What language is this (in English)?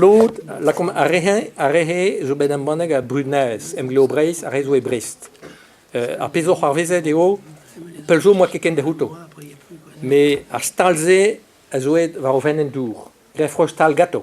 Breton